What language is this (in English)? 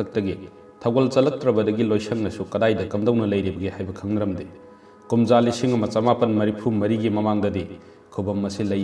Manipuri